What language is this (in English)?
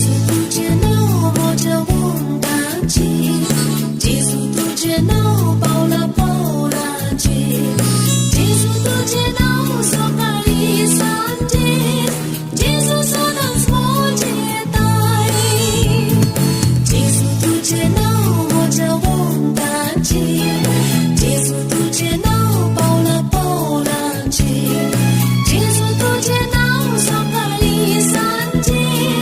Konkani